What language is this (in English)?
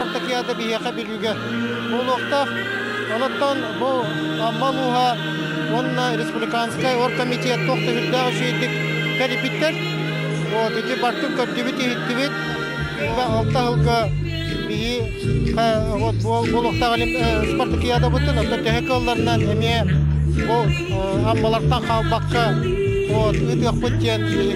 Yakut